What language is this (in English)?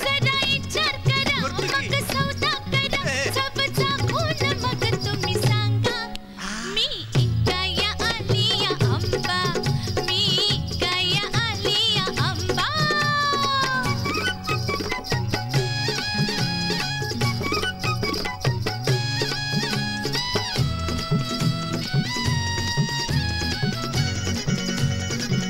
Marathi